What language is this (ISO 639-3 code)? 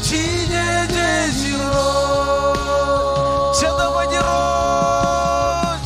mah